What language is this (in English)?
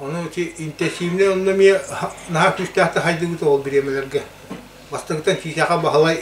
Yakut